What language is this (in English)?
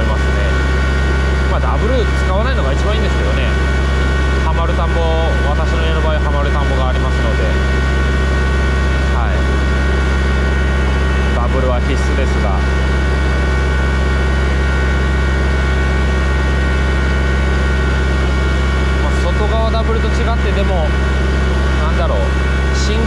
Japanese